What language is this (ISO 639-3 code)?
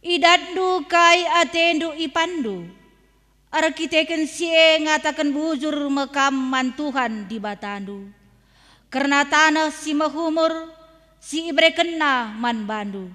btx